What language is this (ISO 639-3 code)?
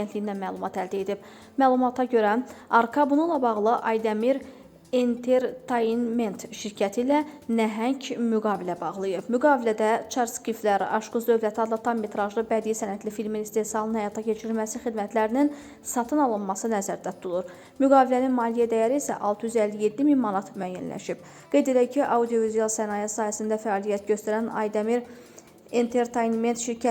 aze